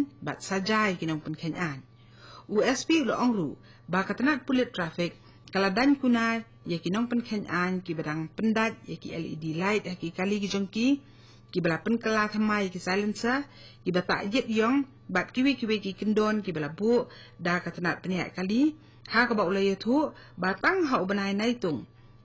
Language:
Khasi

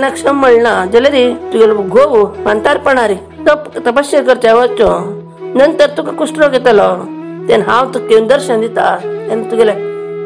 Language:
Konkani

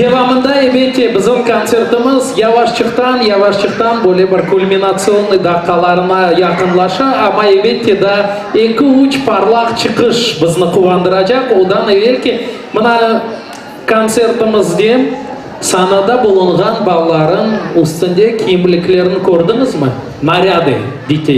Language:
Crimean Tatar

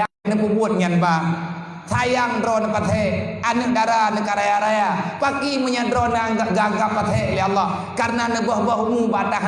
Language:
Achinese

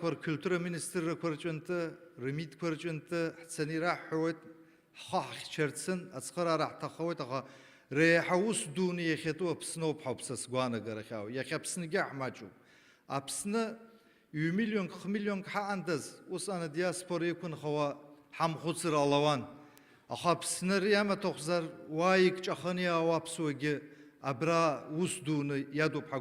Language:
Abkhazian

